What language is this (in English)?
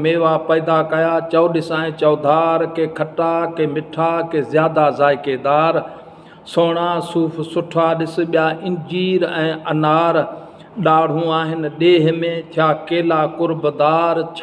Sindhi